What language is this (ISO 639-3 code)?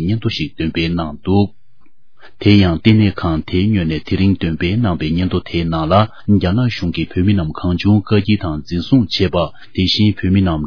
bod